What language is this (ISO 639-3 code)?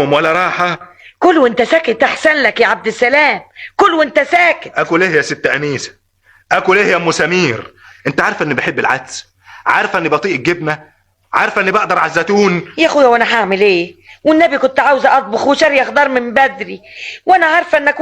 arz